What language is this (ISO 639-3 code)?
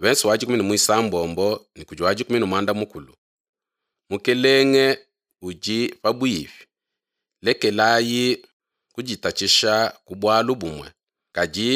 lua